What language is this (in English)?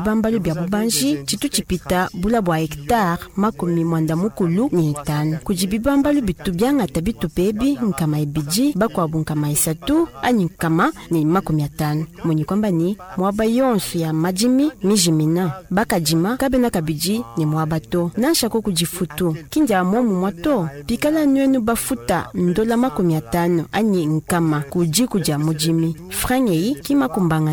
Luba-Lulua